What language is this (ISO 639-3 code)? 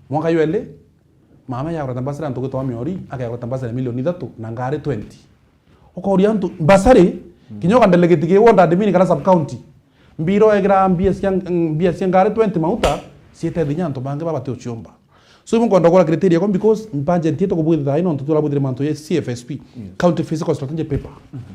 mer